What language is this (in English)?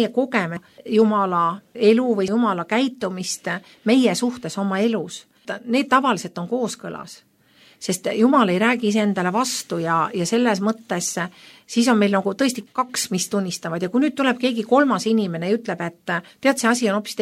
Estonian